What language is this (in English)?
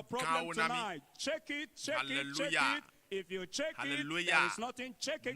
Ewe